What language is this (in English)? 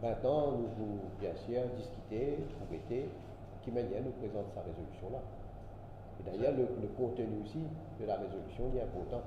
Morisyen